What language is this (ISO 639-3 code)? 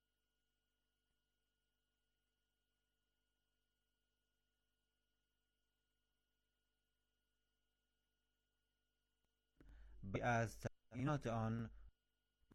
fas